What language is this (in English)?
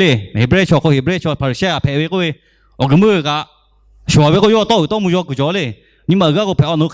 Lahu